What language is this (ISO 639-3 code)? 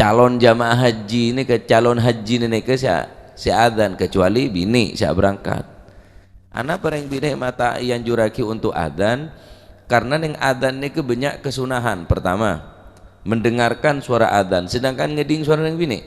mad